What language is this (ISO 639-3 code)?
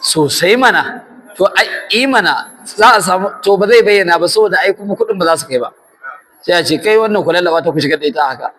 hau